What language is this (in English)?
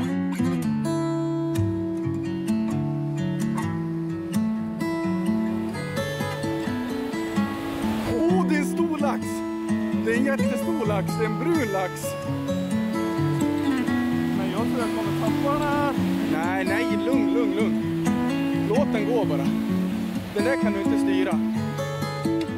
Swedish